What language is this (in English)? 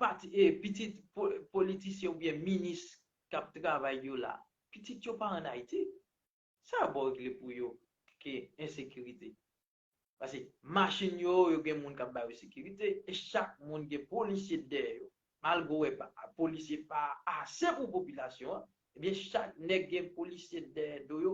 Haitian Creole